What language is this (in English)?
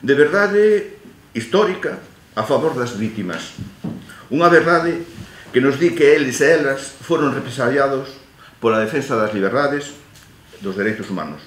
Galician